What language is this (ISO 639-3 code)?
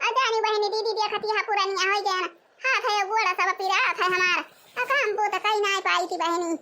awa